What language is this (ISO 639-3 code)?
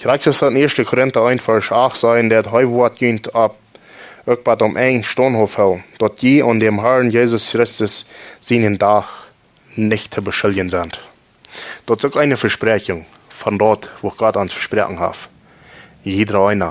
pdt